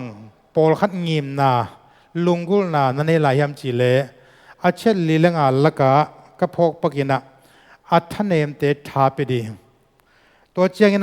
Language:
Tedim Chin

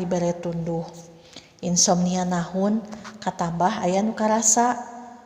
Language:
Sundanese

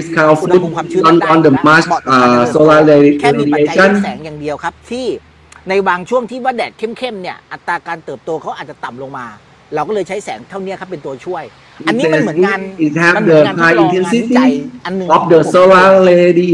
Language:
Thai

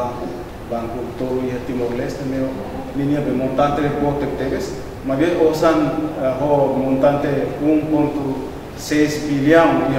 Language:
Tetum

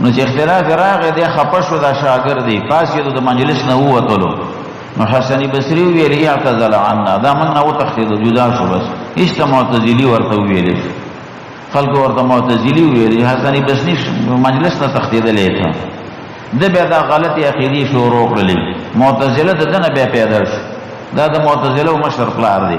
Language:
Pashto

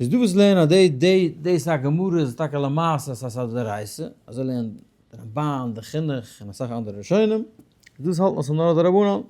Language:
Yiddish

